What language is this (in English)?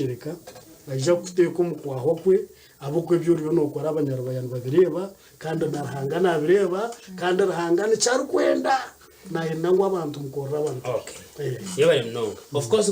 Nyankole